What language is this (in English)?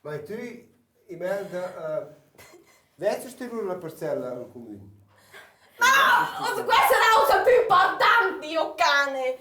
Romansh